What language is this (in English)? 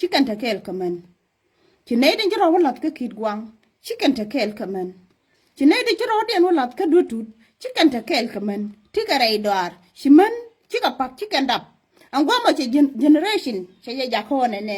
Nuer